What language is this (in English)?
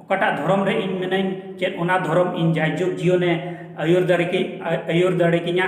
Santali